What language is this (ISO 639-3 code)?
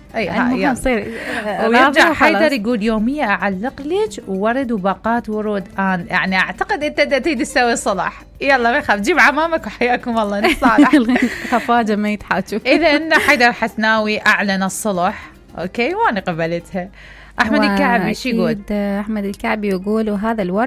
acm